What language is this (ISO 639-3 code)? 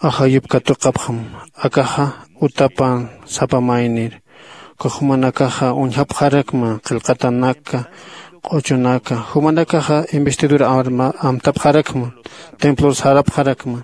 aym